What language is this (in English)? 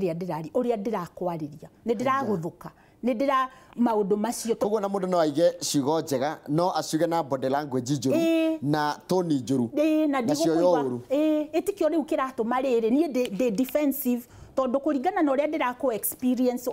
Kikuyu